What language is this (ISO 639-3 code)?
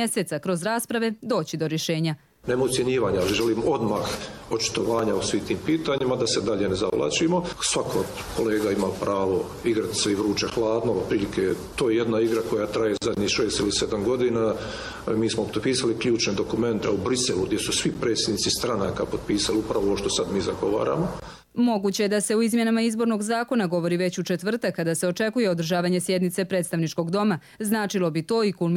hrv